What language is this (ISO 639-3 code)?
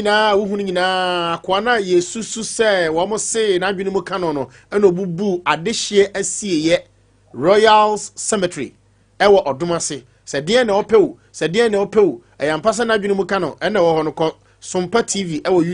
aka